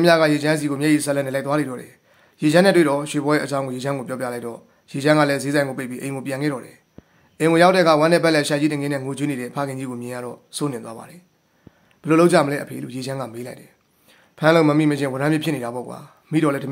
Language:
Burmese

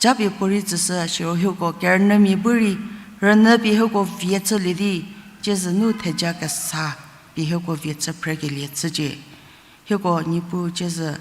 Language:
Angami Naga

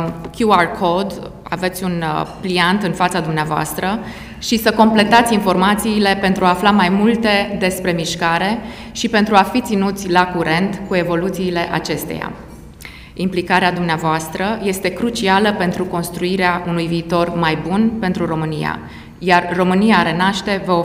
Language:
Romanian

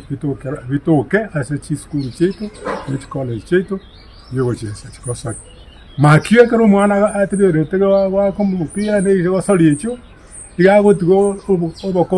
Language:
Gusii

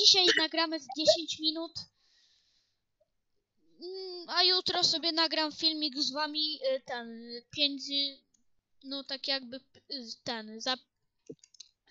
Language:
Polish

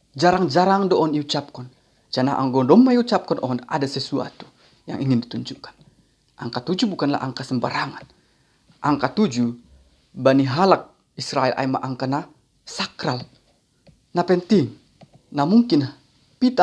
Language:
Batak Simalungun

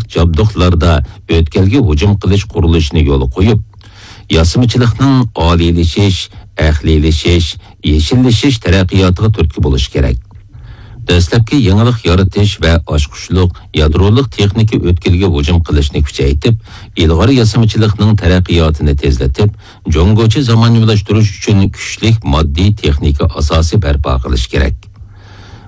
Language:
Uyghur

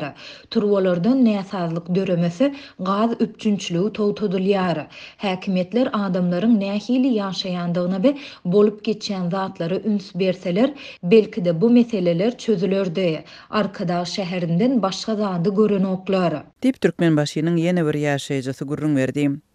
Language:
Turkmen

